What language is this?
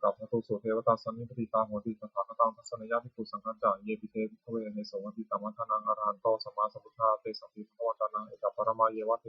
Pali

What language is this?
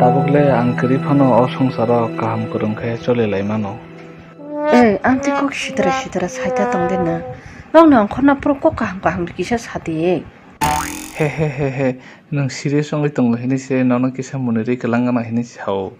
Kok Borok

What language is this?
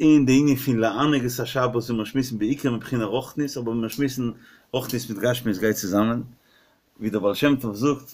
Yiddish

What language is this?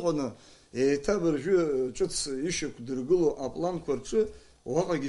Abkhazian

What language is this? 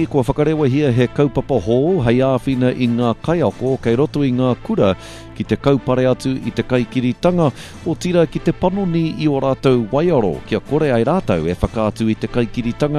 Māori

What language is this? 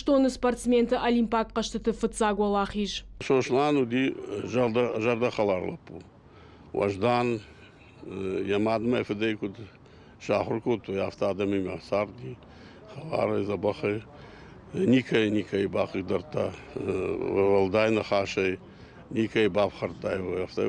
Ossetic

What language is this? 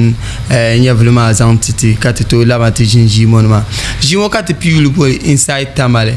Dagbani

